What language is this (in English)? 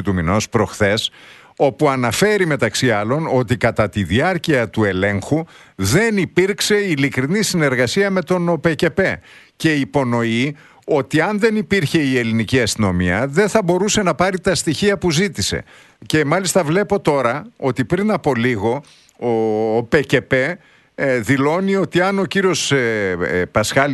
Greek